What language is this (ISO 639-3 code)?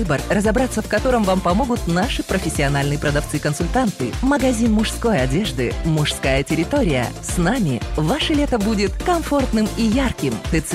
rus